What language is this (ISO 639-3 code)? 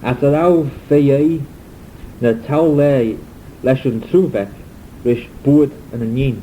glv